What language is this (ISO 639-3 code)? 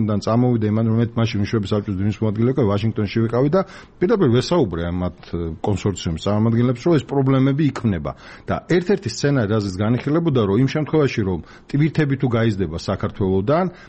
kat